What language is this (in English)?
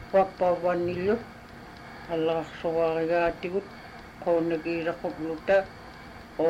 Inupiaq